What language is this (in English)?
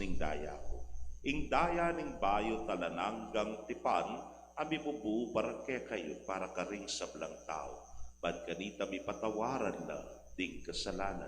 Pampanga